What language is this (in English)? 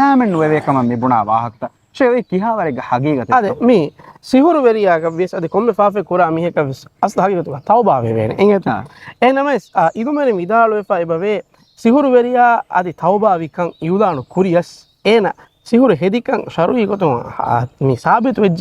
Divehi